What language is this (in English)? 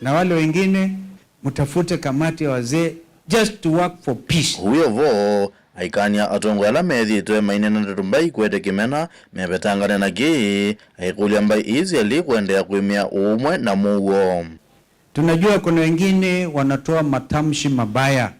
Kamba